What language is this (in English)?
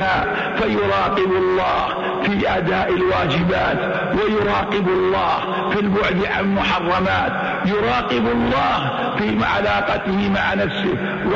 Arabic